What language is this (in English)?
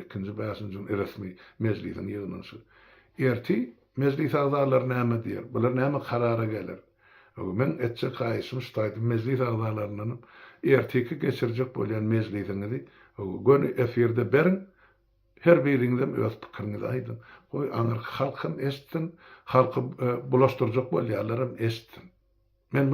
Turkmen